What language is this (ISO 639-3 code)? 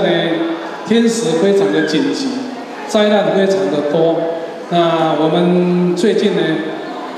zho